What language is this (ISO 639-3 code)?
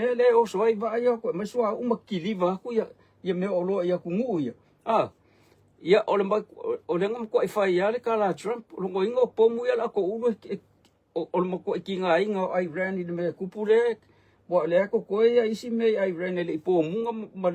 smo